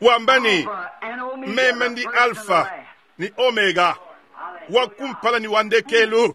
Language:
Luba-Lulua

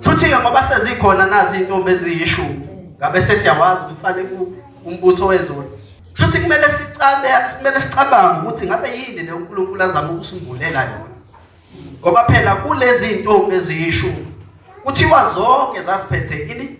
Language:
Zulu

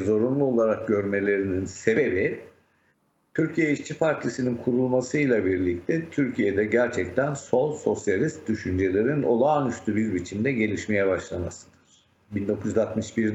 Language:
Turkish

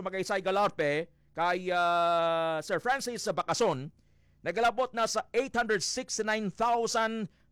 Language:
Hiligaynon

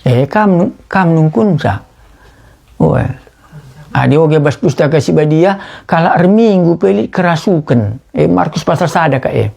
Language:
Batak Karo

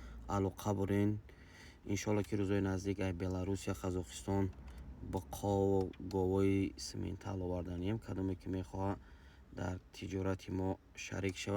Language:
Tajik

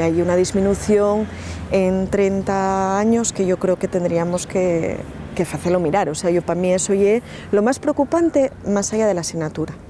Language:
Asturian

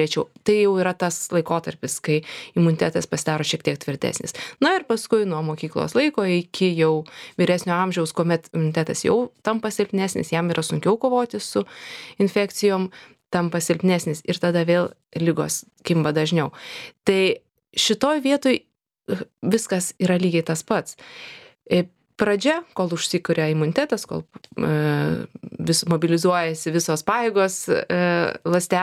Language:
Lithuanian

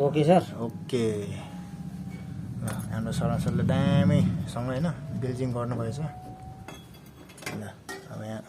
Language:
Nepali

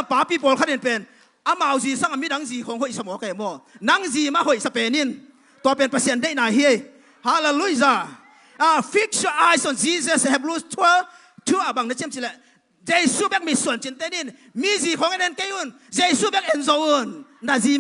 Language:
Tedim Chin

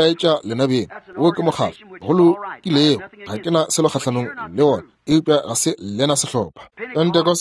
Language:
Northern Sotho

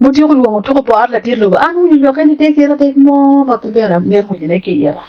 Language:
Acoli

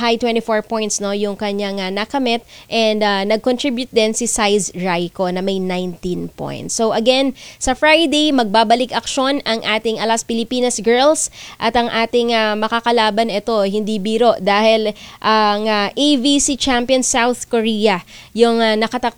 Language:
Filipino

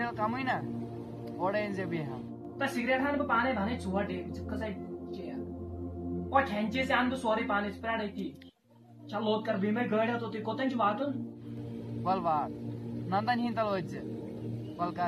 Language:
Kashmiri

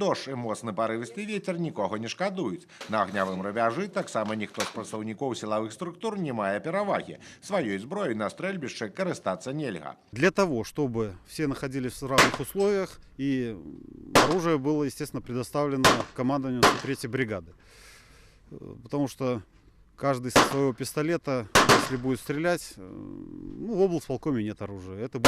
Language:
Belarusian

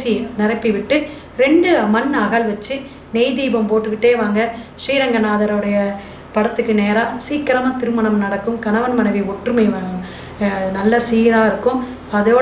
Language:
Tamil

